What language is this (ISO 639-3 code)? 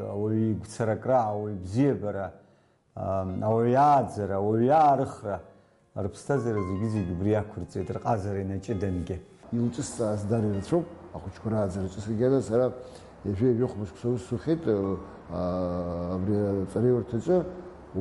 abk